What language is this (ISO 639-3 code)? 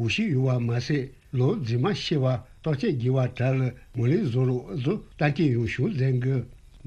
bod